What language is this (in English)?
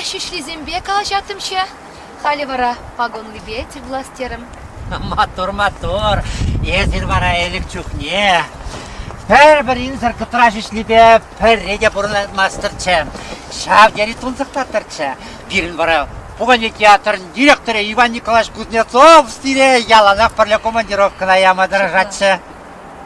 Chuvash